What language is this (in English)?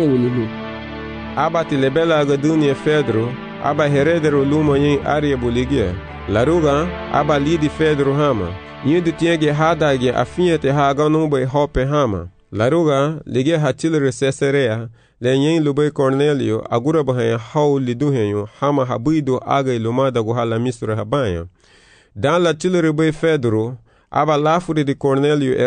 Garifuna